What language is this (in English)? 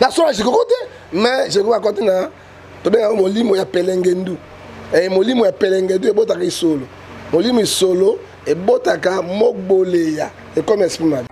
Lingala